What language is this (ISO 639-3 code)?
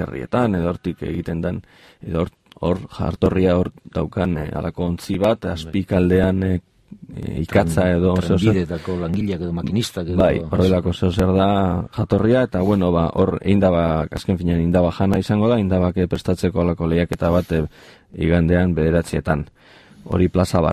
eus